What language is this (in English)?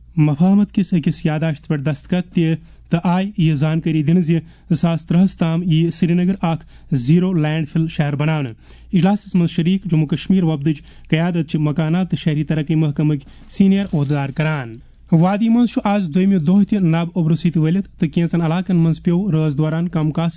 Kashmiri